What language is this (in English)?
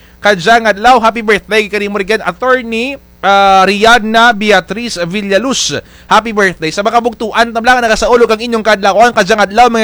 Kinaray-a